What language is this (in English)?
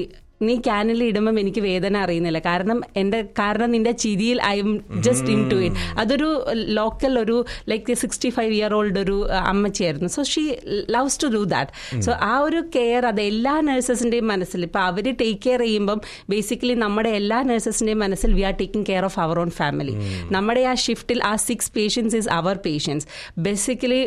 Malayalam